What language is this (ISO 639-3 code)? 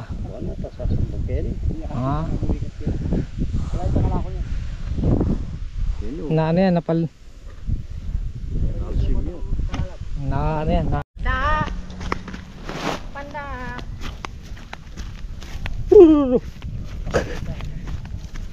fil